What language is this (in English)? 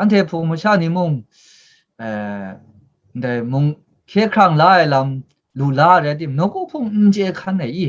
Kachin